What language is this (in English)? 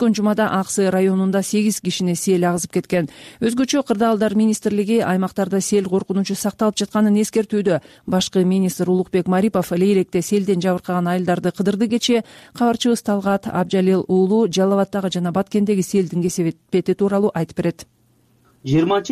Kyrgyz